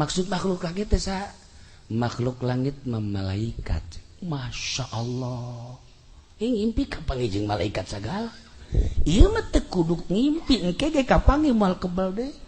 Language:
Sundanese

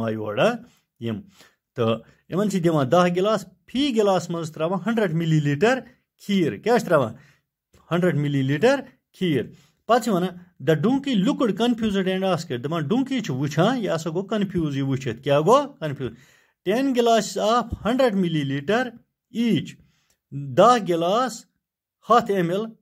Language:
Kashmiri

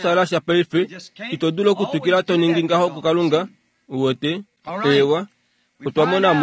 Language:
Kuanyama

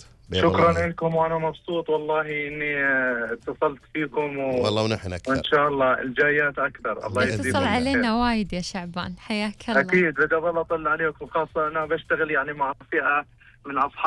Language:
Gulf Arabic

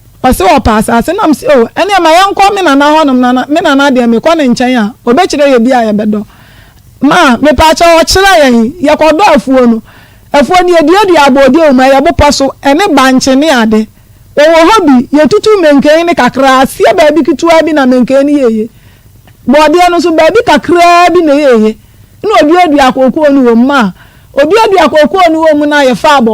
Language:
Akan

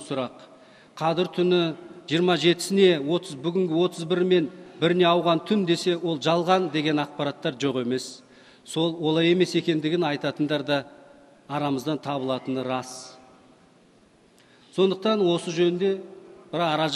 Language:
Kazakh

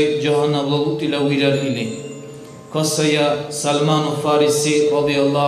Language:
Dargwa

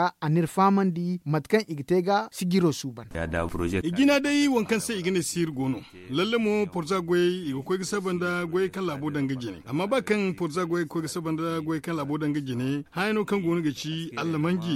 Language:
Zarma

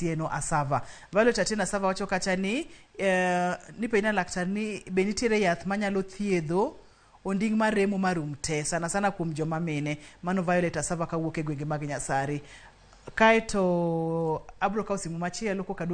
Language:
Luo (Kenya and Tanzania)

